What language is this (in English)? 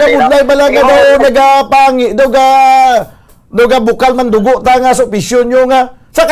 Hiligaynon